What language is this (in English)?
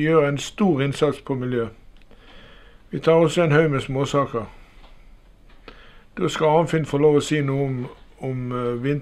Norwegian